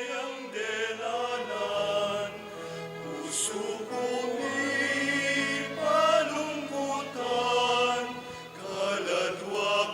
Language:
Pampanga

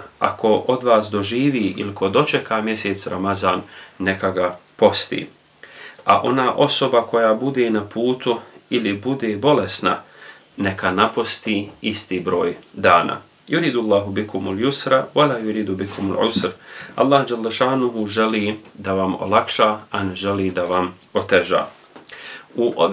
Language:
Bosnian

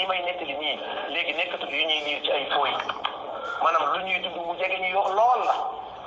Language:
Wolof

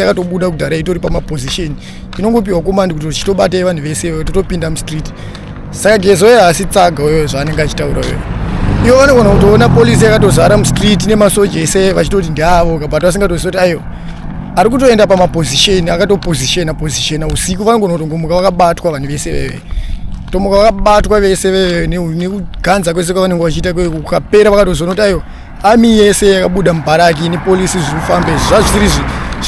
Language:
Shona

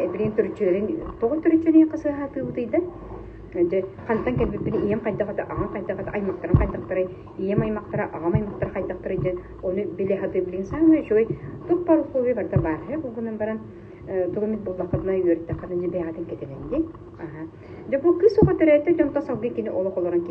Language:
Yakut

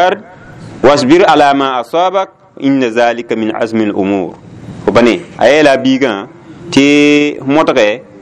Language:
Mossi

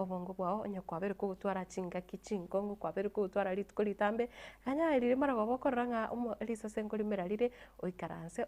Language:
Gusii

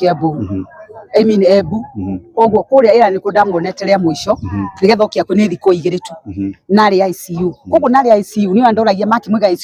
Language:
Kikuyu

